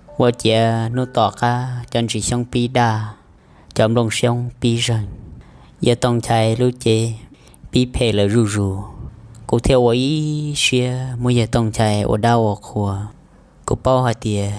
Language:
Hmong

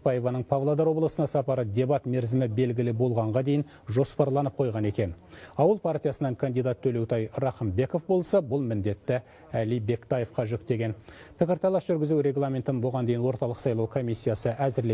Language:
Kazakh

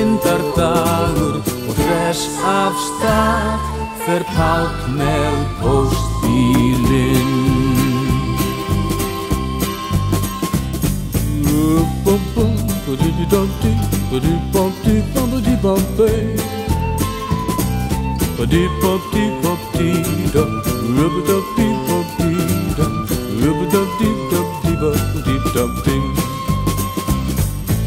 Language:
Icelandic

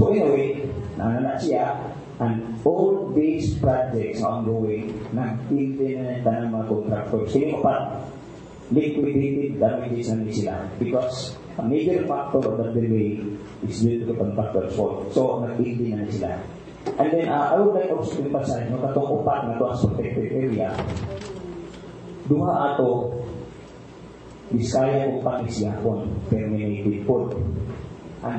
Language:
Cebuano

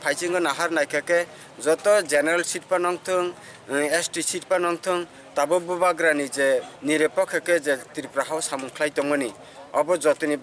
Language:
Kok Borok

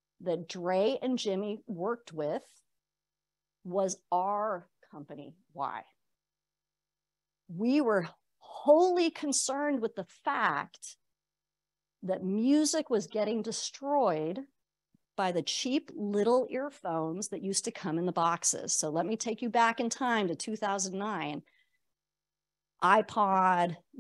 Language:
English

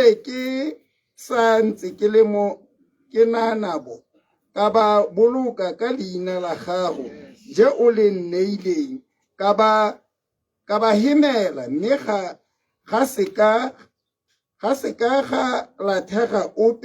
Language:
Tswana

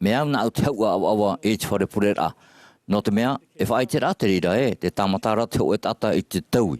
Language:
Tahitian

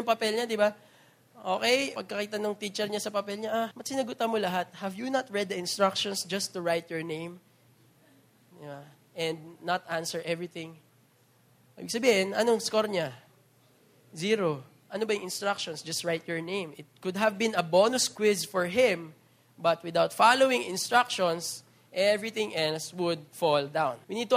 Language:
Filipino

